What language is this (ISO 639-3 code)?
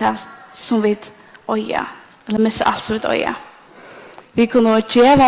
fao